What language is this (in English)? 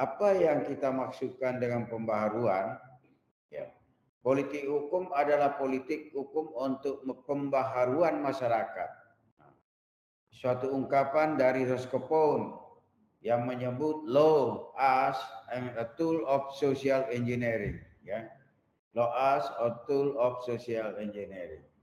Indonesian